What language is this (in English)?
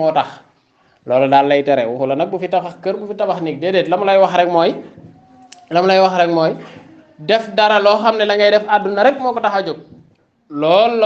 Wolof